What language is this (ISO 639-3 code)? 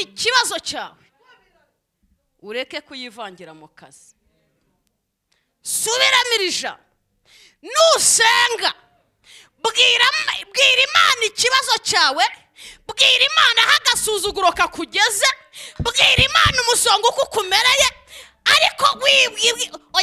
kin